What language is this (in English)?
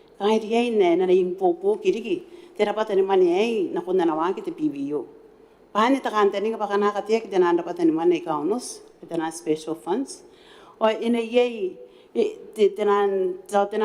Gilbertese